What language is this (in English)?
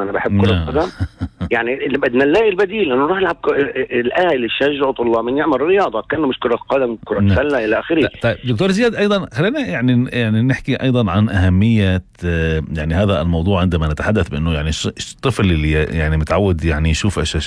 North Levantine Arabic